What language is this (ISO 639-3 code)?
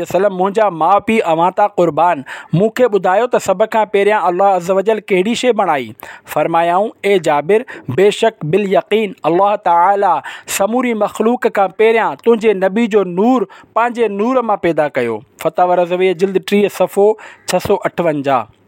snd